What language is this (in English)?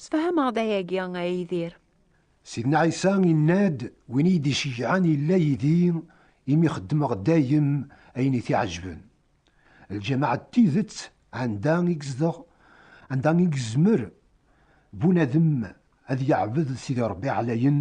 Kabyle